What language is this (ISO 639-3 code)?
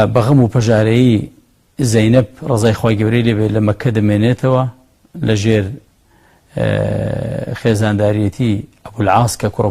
ckb